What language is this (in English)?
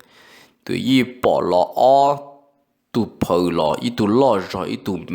Hmong